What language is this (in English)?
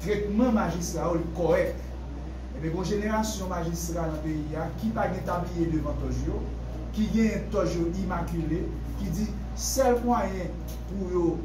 Haitian Creole